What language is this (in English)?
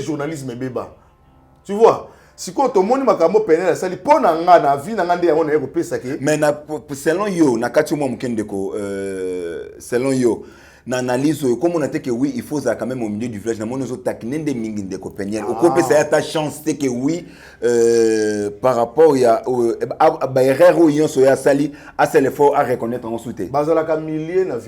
Lingala